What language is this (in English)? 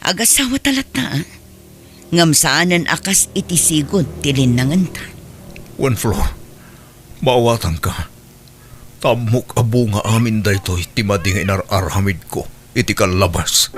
Iloko